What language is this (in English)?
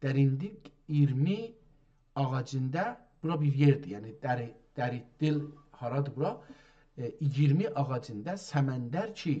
South Azerbaijani